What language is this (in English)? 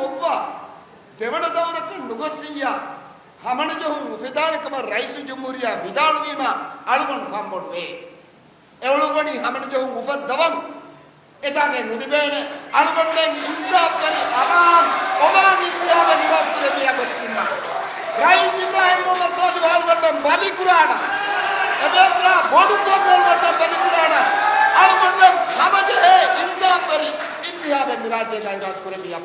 Divehi